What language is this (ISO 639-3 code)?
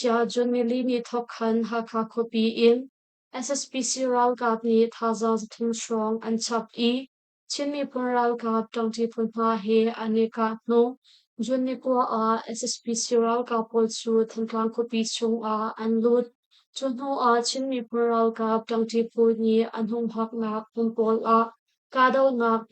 cnh